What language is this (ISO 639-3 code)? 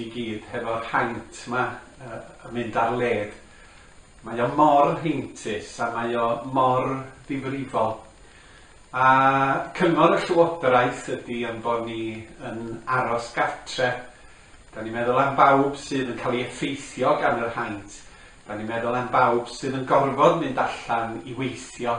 cym